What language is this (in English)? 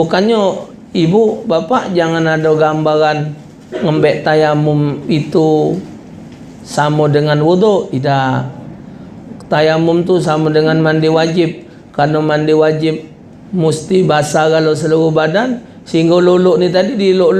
Musi